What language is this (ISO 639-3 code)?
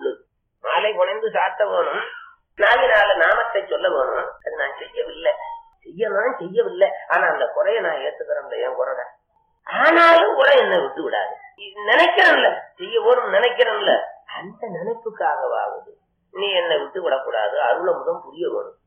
tam